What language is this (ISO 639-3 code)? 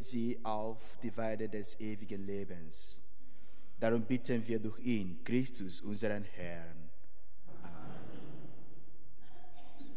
deu